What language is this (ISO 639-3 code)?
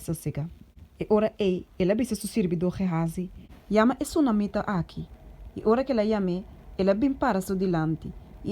pap